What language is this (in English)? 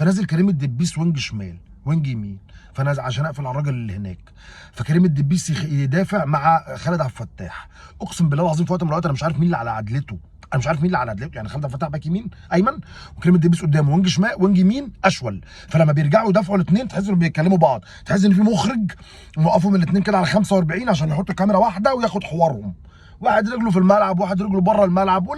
Egyptian Arabic